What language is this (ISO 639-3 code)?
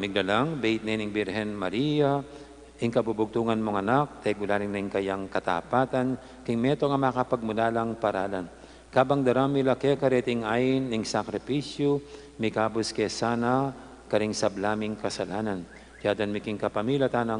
pam